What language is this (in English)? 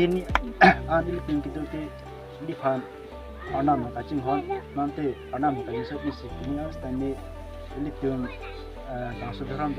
Karbi